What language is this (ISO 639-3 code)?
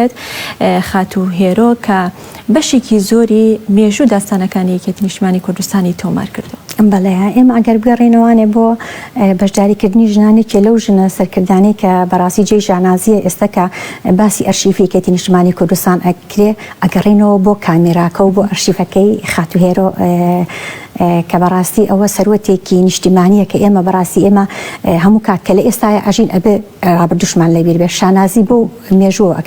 ckb